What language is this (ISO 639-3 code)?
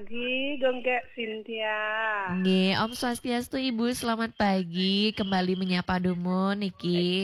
ban